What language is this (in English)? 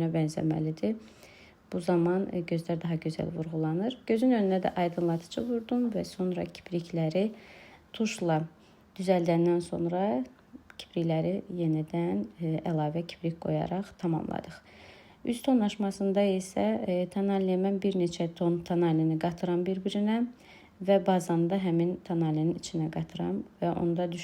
Azerbaijani